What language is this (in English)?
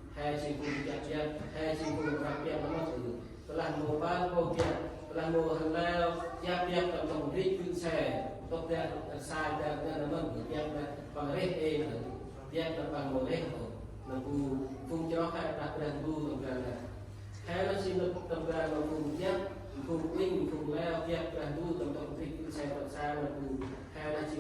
Central Mnong